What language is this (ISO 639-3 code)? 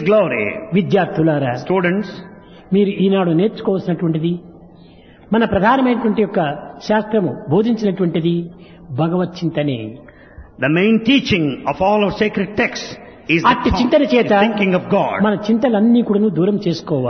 tel